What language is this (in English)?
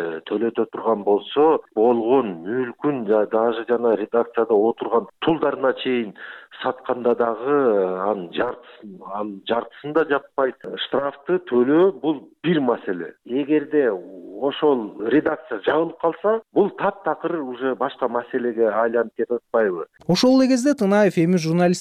Kyrgyz